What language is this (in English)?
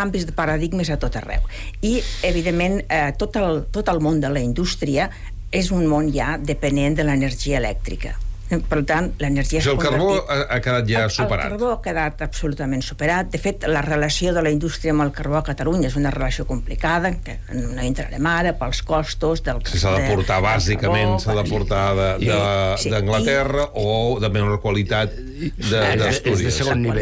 Catalan